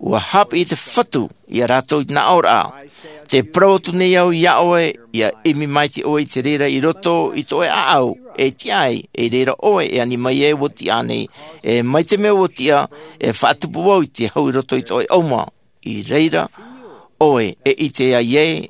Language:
Tahitian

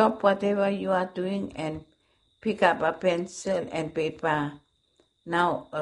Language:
Bislama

